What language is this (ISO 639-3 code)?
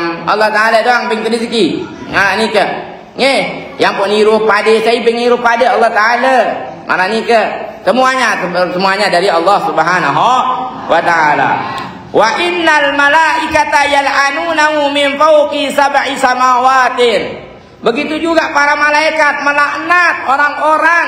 sas